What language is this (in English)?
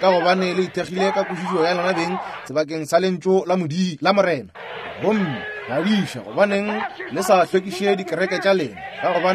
Northern Sotho